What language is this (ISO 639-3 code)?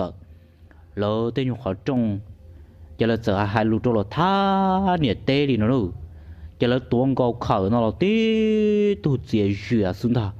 hmn